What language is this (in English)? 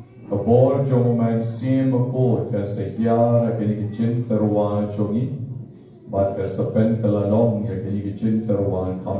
Khasi